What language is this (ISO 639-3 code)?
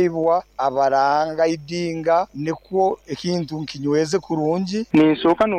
nyo